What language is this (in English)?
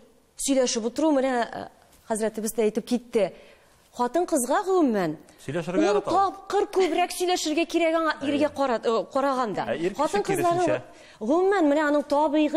Tatar